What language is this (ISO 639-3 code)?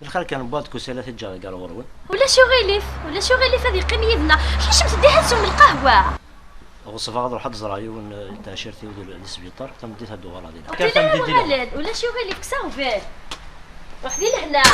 kab